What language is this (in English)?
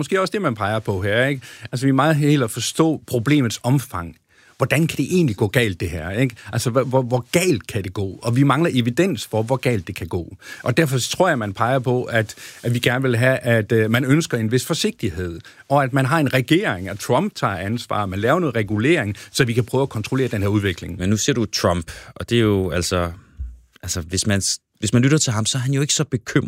Danish